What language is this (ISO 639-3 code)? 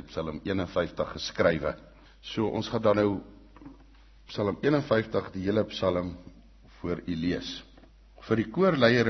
afr